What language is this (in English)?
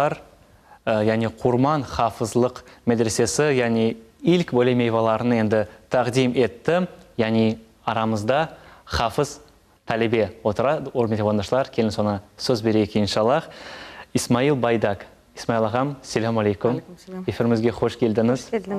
Crimean Tatar